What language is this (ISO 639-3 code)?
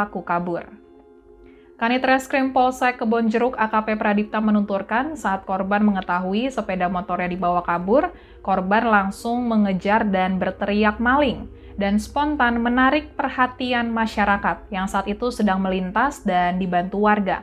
ind